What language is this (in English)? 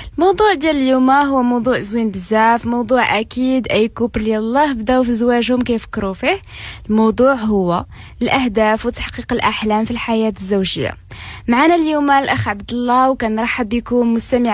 Moroccan Arabic